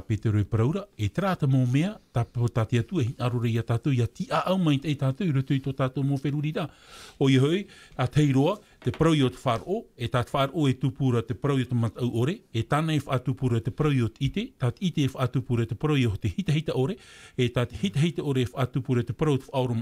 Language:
Tahitian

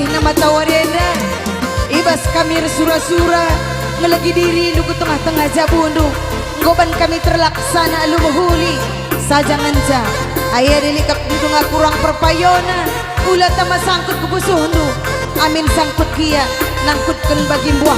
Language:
Batak Karo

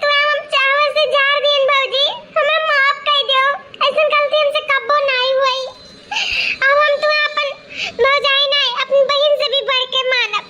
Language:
Awadhi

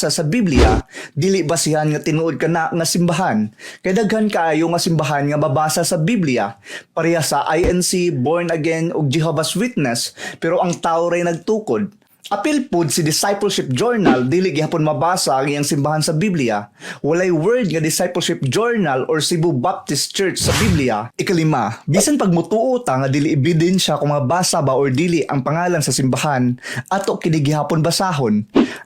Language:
Cebuano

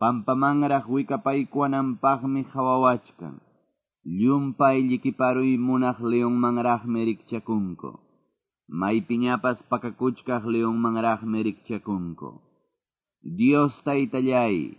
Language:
Quechua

